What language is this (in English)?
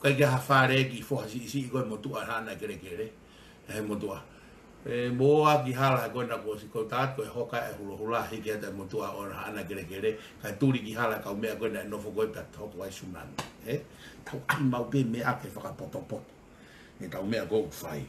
Tongan